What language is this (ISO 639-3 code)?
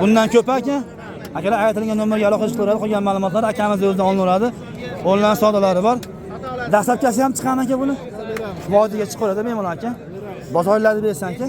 uzb